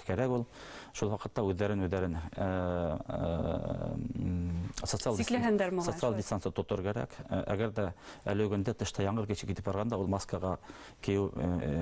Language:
Bashkir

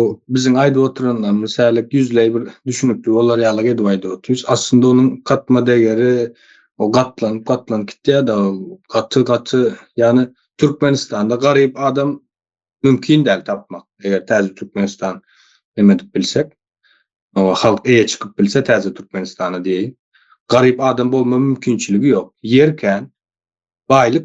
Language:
Turkmen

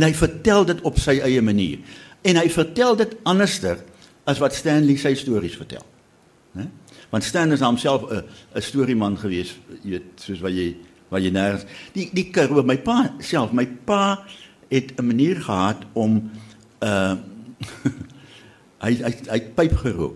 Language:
Afrikaans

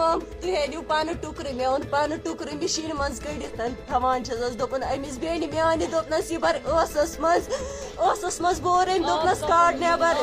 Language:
Kashmiri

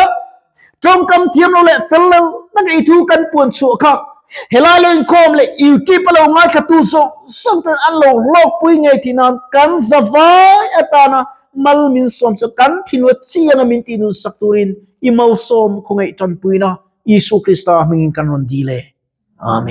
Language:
Mizo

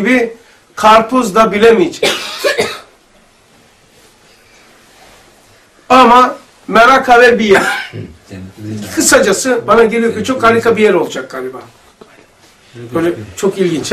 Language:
Turkish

